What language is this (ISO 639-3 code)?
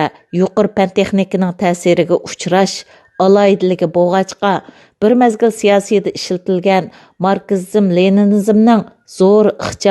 uig